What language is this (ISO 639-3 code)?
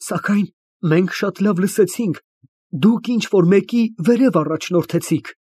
hye